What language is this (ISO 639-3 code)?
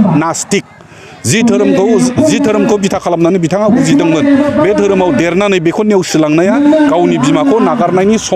brx